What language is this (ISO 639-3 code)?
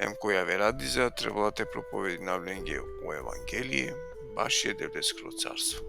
rmn